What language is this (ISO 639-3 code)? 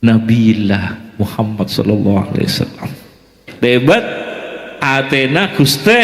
mad